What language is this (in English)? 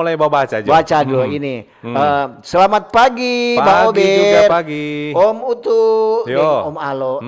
Manado Malay